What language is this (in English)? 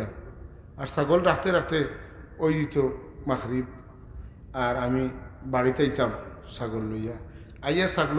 Sylheti